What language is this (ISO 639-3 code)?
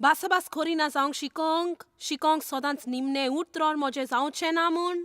kok